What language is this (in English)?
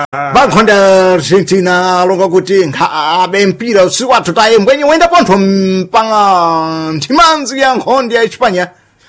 Sena